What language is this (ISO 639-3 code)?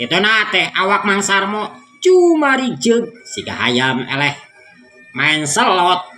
sun